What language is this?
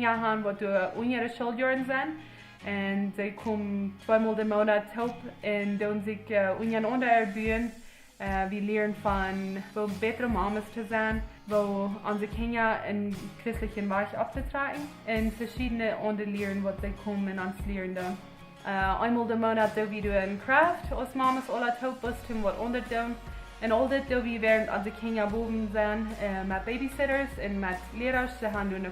Plautdietsch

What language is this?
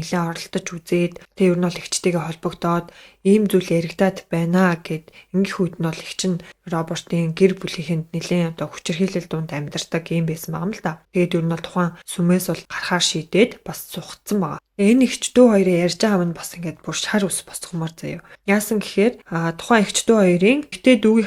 Mongolian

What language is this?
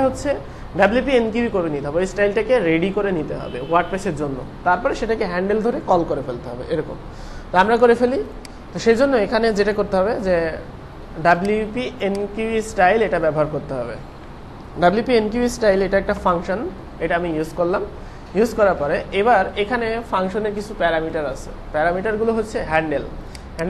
Bangla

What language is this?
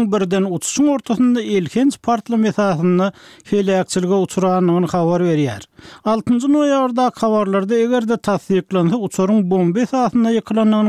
Turkmen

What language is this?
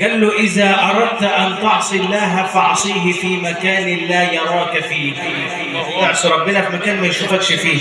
Egyptian Arabic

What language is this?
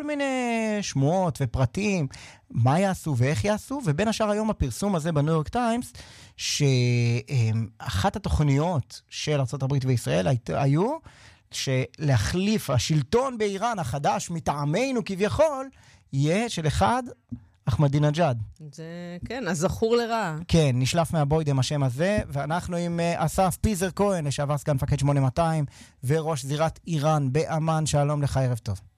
Hebrew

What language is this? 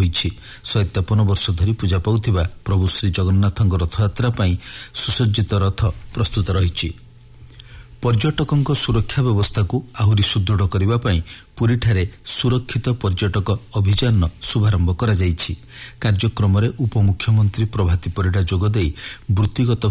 Odia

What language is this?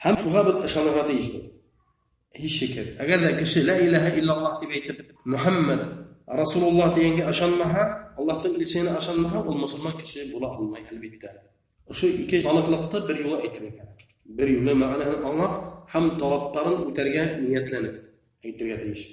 Bashkir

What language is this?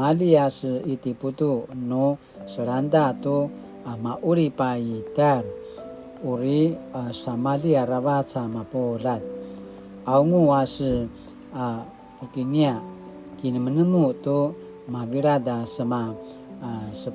Paiwan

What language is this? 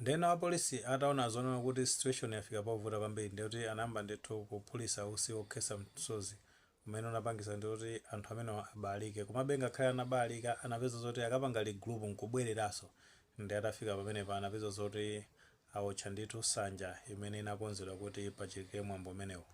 Nyanja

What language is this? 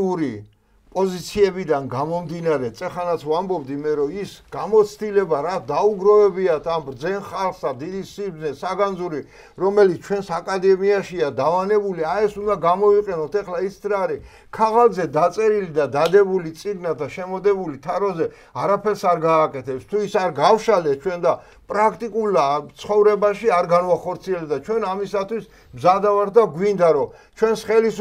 Georgian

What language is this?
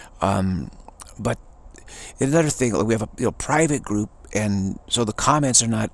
English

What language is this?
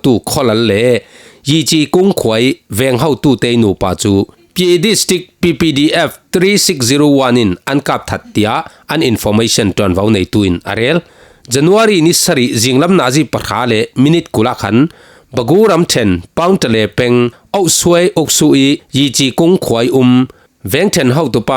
Falam Chin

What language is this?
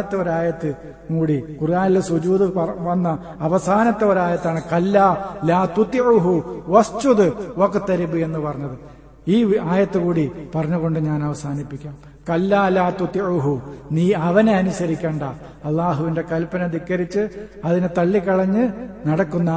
Malayalam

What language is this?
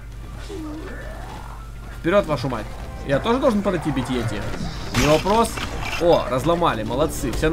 Russian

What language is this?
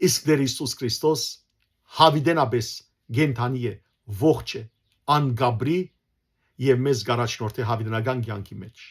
Western Armenian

